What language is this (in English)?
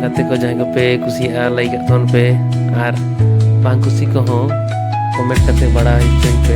Santali